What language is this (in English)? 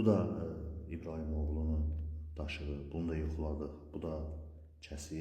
Azerbaijani